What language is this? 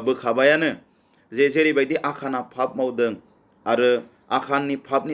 Bodo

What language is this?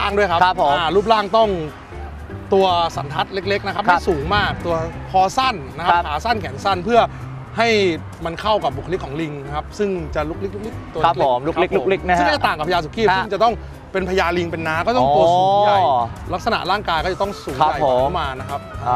Thai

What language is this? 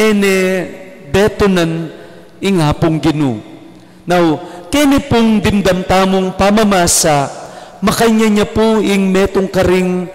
Pampanga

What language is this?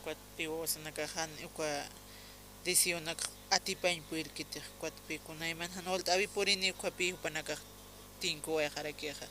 Aymara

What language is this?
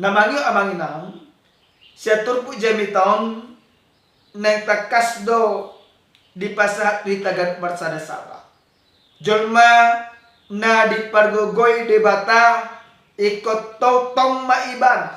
Batak Toba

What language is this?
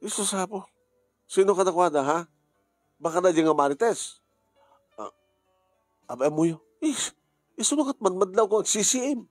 Iloko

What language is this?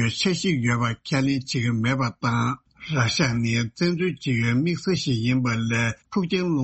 Tibetan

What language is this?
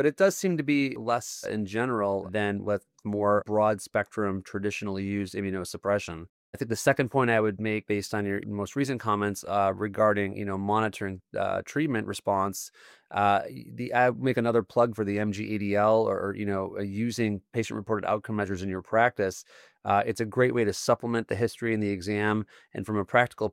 English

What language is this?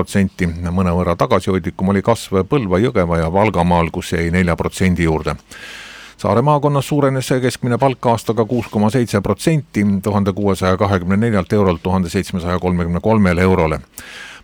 Estonian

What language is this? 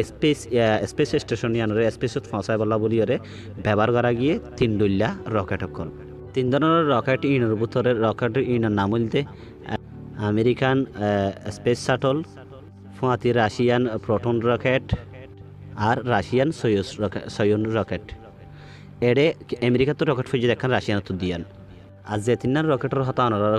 Rohingya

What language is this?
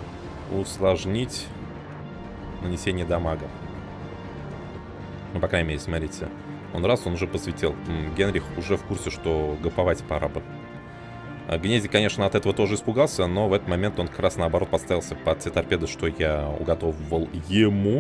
Russian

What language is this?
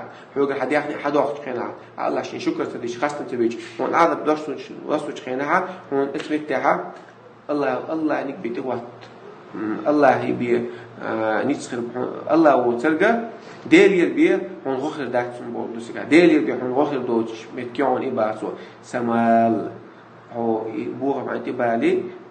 Chechen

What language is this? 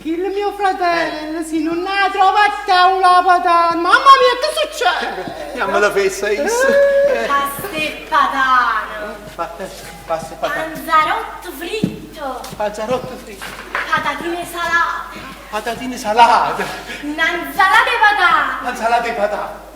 Neapolitan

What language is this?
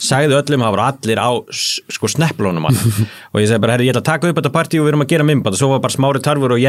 Icelandic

